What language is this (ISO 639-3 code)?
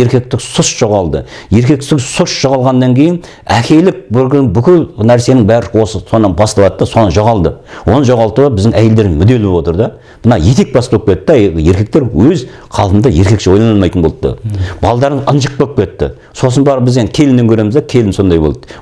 kaz